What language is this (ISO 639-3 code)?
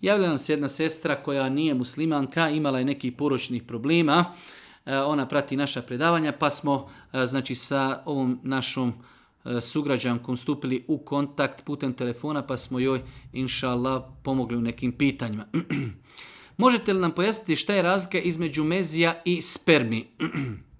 bos